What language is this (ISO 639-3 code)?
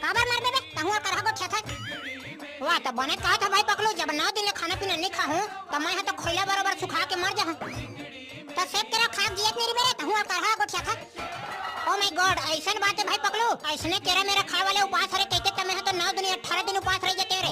hne